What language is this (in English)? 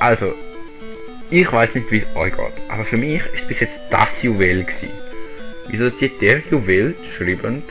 Swiss German